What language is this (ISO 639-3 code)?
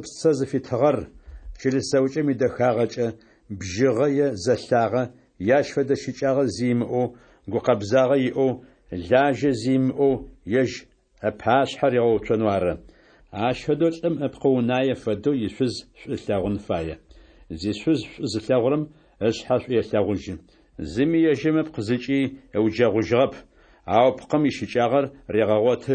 ady